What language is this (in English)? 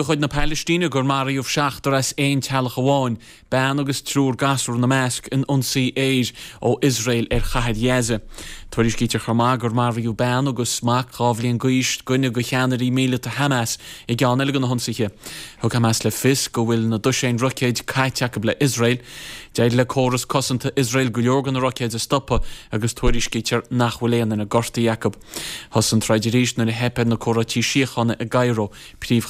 Irish